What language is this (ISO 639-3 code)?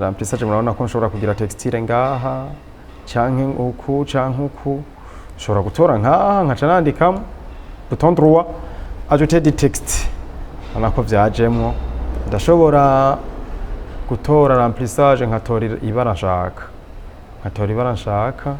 run